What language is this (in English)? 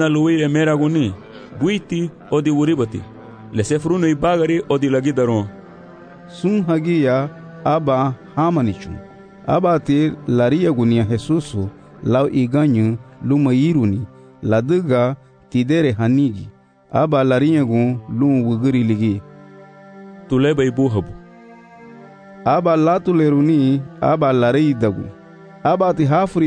Garifuna